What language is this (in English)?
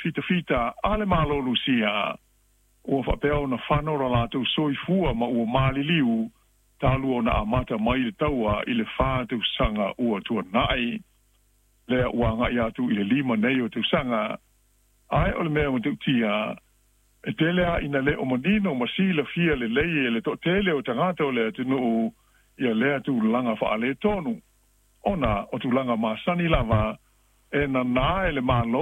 Samoan